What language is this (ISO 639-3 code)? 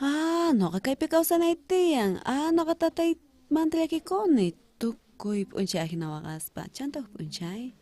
quh